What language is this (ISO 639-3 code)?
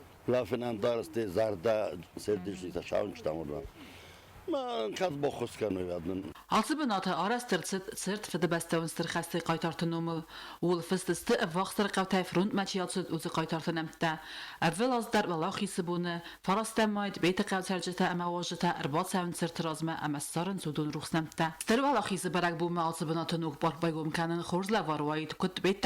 oss